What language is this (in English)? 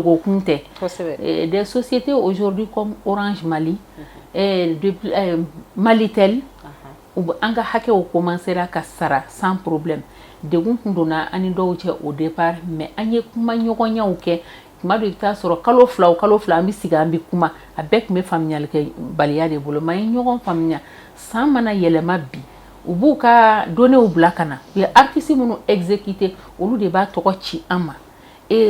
Bambara